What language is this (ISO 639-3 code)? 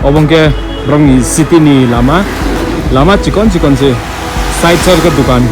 trp